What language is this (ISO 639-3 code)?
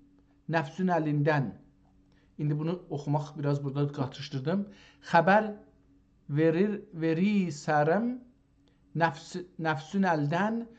azb